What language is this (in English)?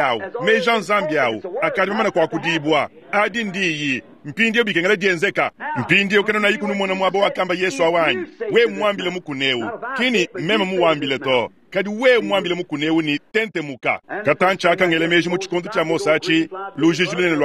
Luba-Lulua